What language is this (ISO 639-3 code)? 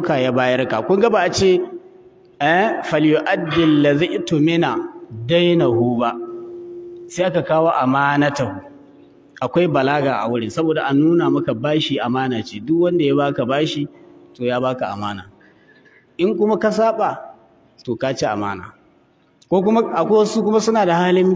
hau